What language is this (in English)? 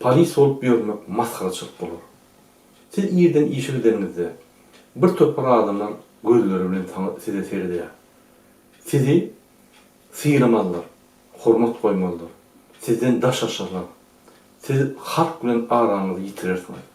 Turkmen